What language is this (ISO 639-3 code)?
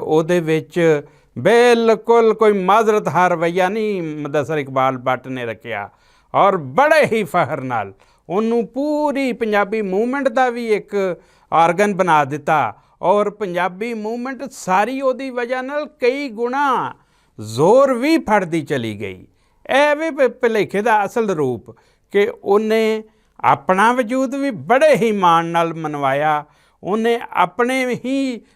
lah